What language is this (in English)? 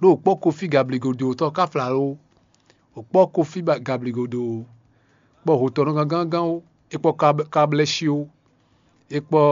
Fon